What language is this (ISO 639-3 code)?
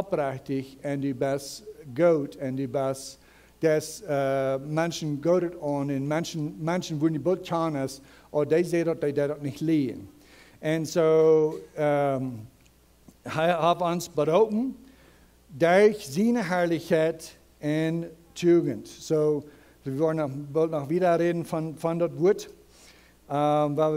pdt